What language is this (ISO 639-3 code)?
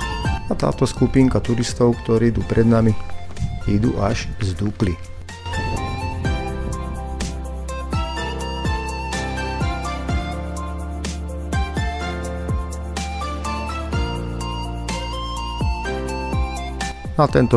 slk